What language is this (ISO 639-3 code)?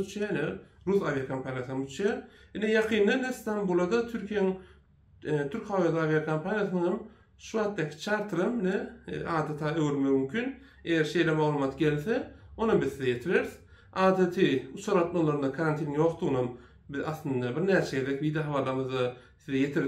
tuk